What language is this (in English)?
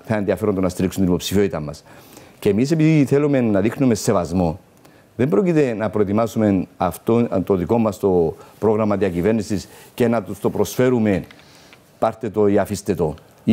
Greek